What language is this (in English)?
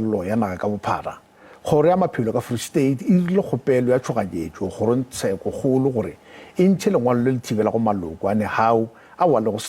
Northern Sotho